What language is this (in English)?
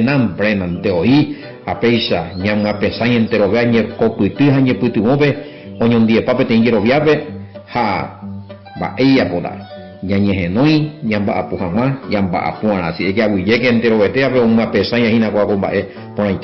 Guarani